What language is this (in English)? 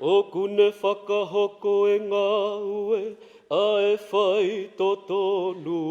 Tongan